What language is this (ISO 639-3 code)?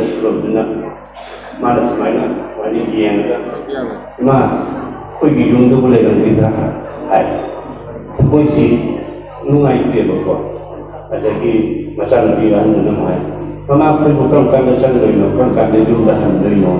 mni